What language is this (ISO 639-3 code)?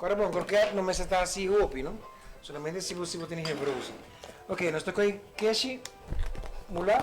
pap